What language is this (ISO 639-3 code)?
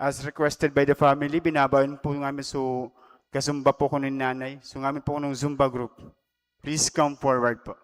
bik